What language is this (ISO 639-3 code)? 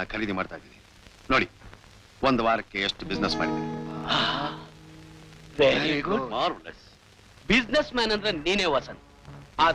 kan